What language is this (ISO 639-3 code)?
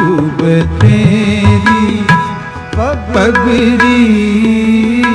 pan